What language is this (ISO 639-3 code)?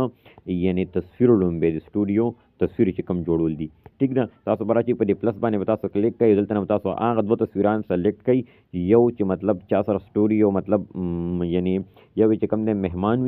pus